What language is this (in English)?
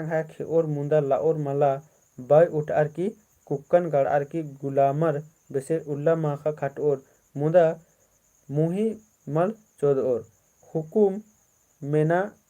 Kurukh